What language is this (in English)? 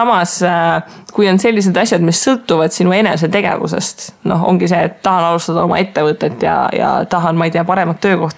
Estonian